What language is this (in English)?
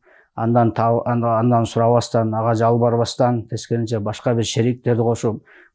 Kyrgyz